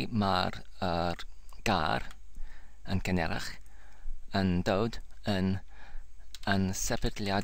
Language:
Welsh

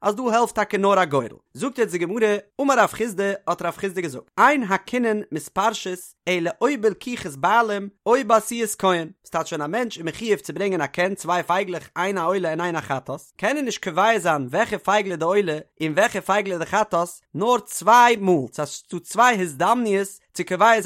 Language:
Yiddish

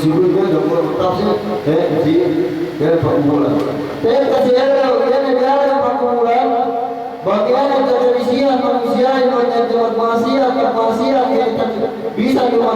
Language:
Yakan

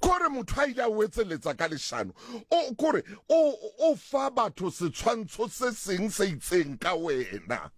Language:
Southern Sotho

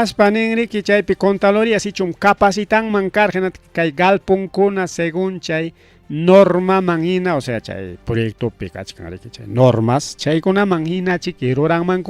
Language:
Ayacucho Quechua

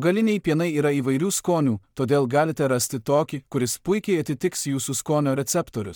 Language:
Lithuanian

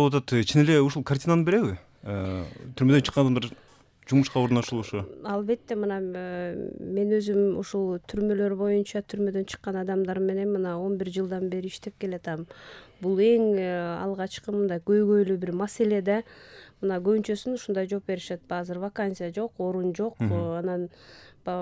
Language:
Kyrgyz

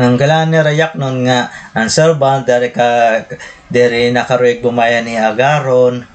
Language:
Waray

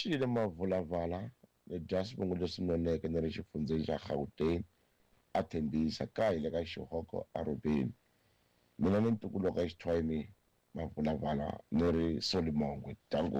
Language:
Tsonga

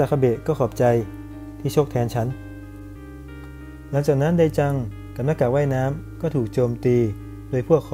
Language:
Thai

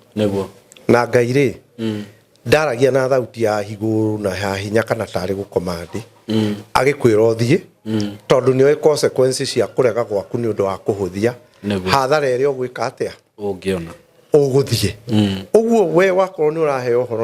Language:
Kikuyu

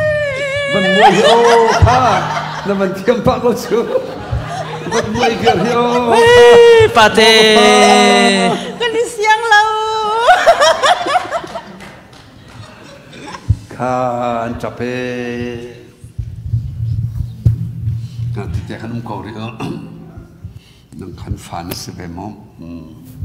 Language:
Thai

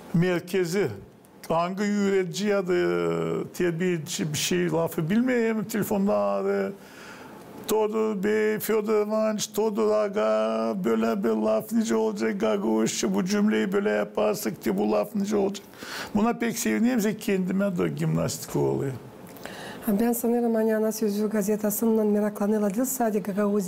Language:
Gagauz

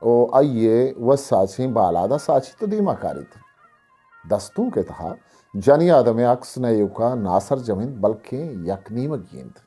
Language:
Eastern Balochi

